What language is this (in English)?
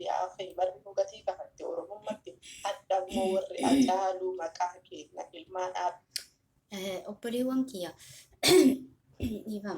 Oromo